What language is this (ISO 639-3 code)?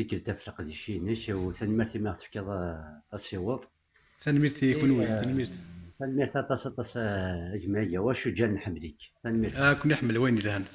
kab